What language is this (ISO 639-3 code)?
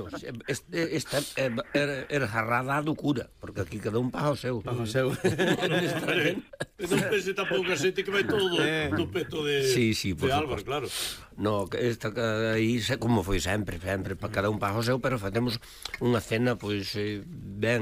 glg